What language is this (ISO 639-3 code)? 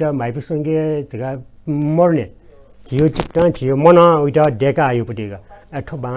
new